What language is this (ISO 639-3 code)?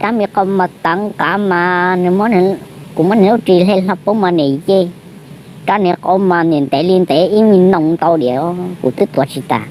hmn